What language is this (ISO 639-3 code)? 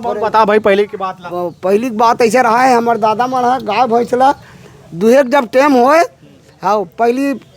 hne